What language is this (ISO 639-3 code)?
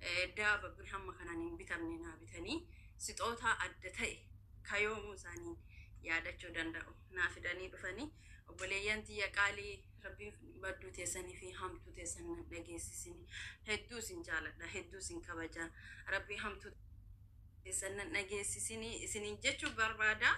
orm